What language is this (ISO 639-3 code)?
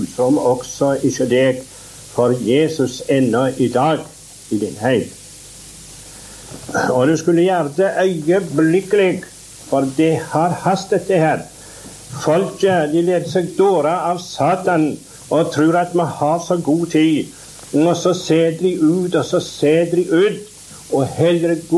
nor